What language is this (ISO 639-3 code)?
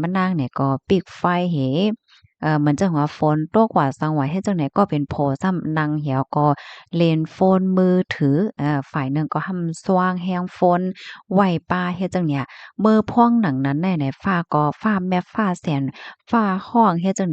shn